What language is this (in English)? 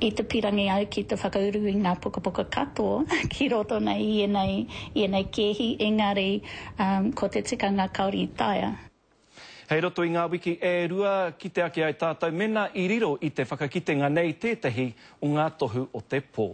Māori